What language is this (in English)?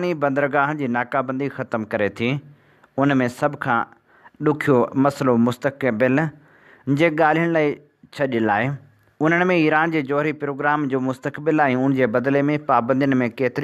Sindhi